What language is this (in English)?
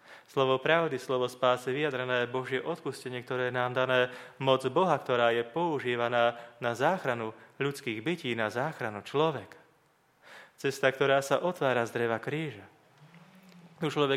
Slovak